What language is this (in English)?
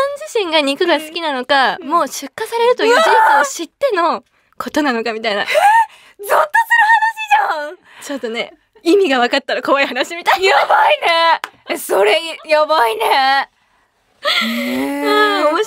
Japanese